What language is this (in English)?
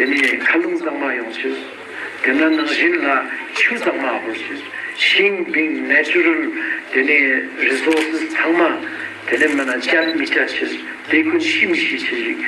Ladakhi